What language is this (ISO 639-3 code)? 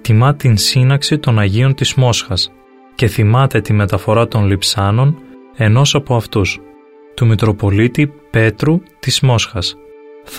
ell